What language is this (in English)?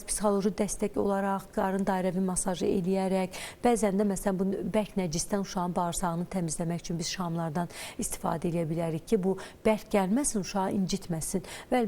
Azerbaijani